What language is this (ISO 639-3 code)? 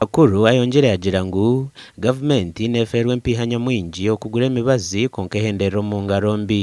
nyn